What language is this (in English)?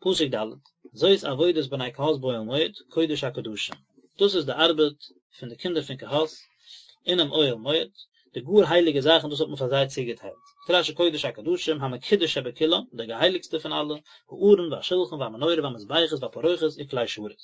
Yiddish